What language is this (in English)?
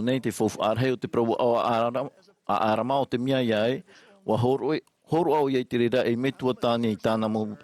Tahitian